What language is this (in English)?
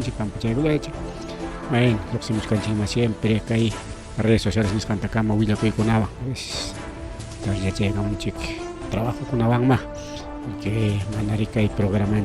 Ayacucho Quechua